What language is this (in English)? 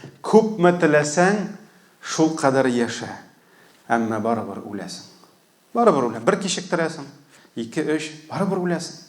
Tatar